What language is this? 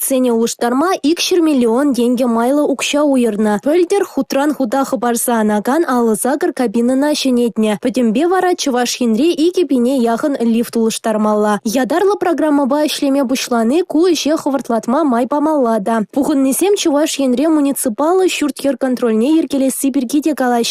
Chuvash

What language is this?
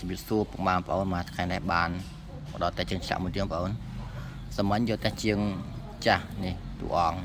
Khmer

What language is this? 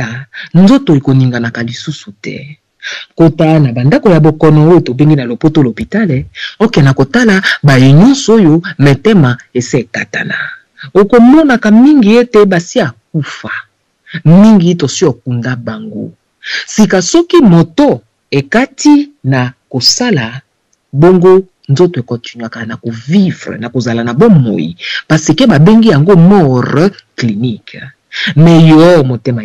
Lingala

